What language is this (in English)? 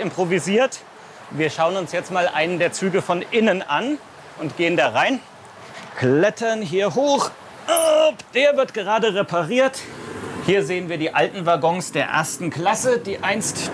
German